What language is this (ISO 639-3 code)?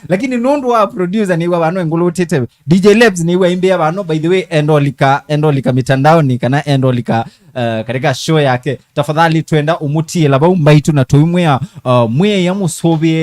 kam